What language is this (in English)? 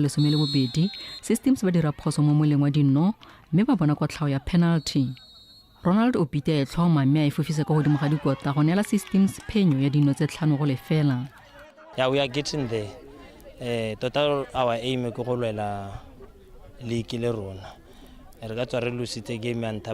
Tswana